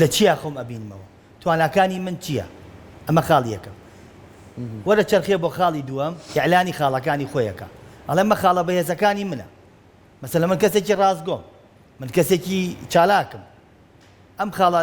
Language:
Central Kurdish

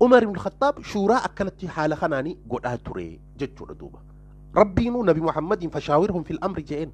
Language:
Oromo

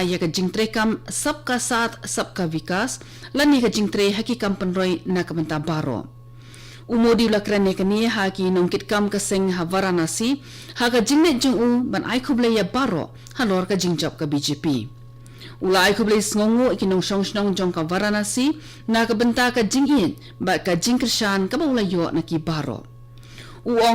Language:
Khasi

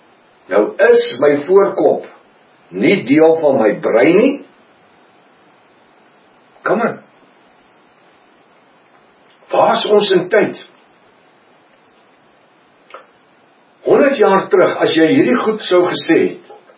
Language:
Afrikaans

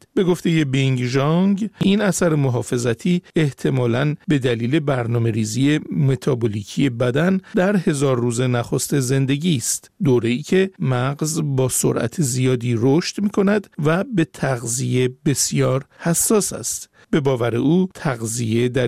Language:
Persian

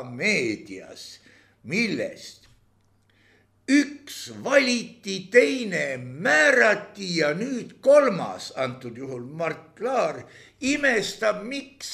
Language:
Estonian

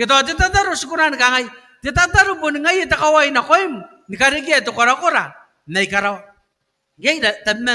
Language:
Gilbertese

